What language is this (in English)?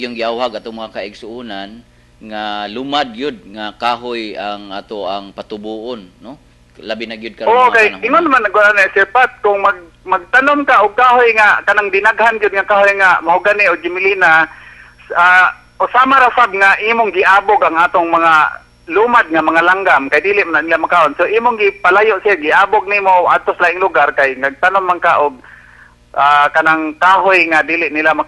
Cebuano